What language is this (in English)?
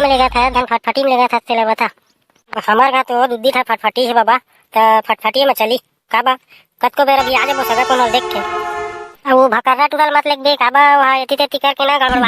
Chhattisgarhi